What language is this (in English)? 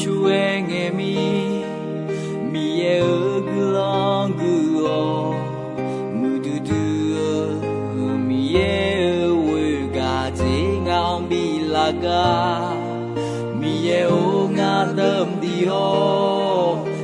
Akha